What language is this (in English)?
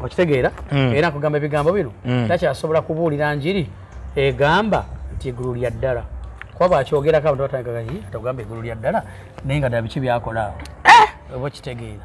Ganda